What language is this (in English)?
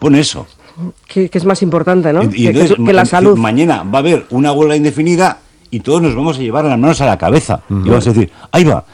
Spanish